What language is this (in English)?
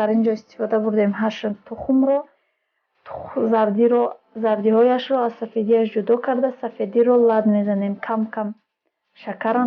Tajik